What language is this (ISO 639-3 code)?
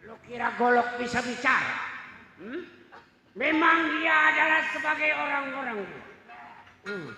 bew